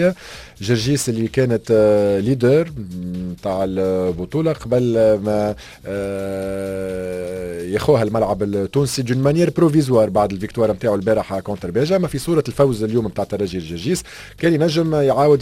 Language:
Tunisian Arabic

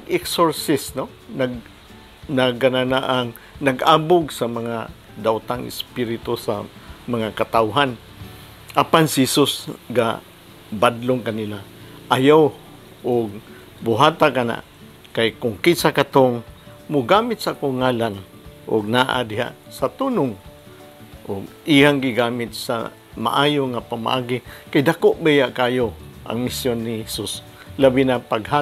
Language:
Cebuano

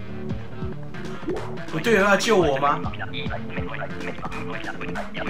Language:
Chinese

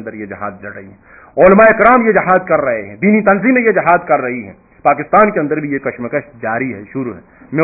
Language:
Urdu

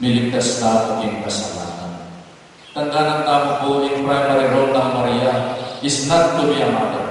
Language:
Pampanga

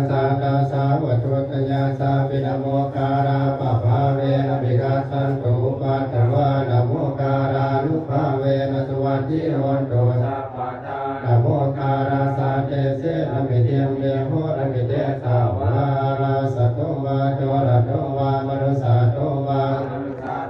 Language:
Pali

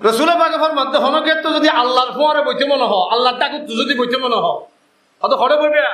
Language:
Rohingya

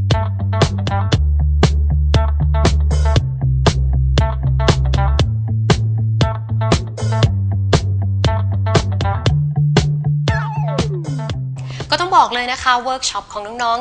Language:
Thai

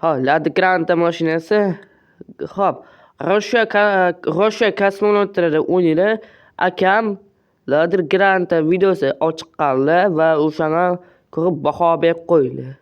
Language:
Uzbek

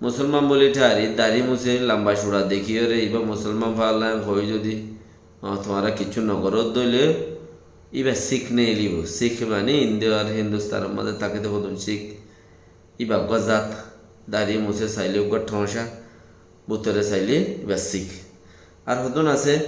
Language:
Rohingya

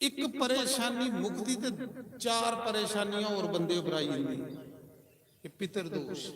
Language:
Dogri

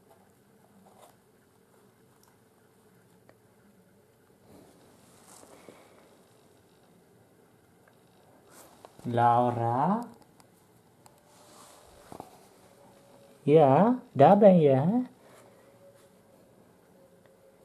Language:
Dutch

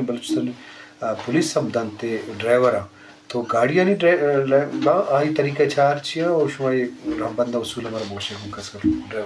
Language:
Eastern Balochi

